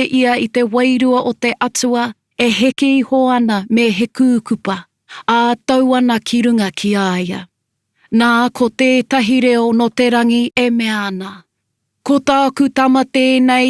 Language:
Māori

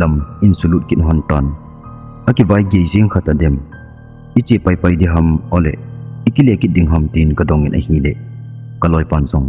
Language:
Thado Chin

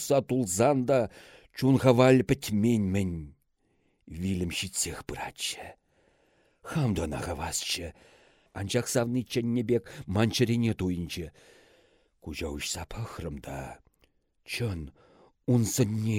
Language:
Chuvash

